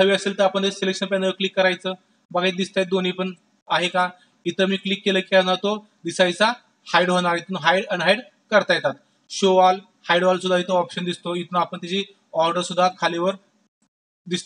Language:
Marathi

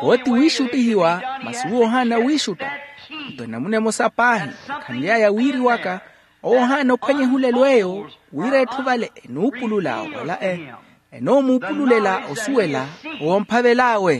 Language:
Makhuwa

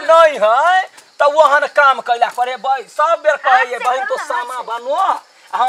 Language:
Maithili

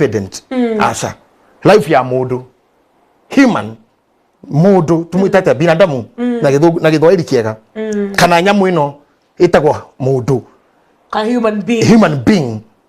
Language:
Kikuyu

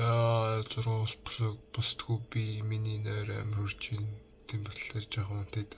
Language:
Mongolian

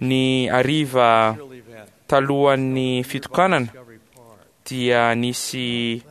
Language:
Malagasy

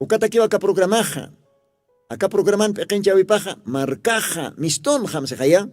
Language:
Aymara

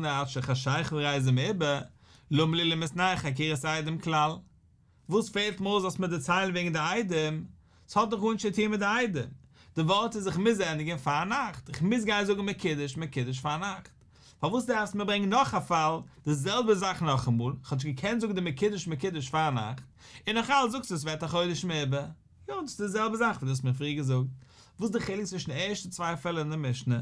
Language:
Yiddish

